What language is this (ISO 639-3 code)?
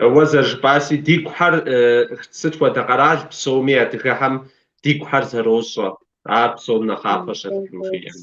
kbd